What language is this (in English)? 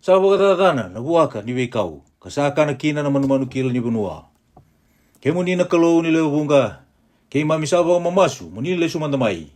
Fijian